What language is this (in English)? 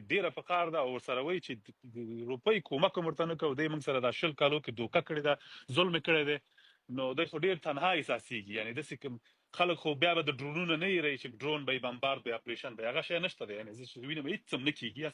Pashto